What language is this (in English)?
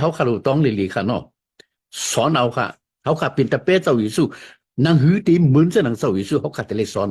Shan